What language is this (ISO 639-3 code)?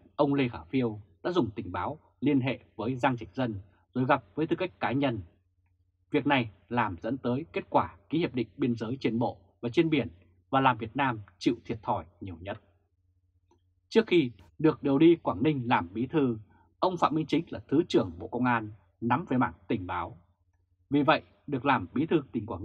vie